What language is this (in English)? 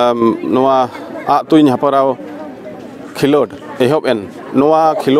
Santali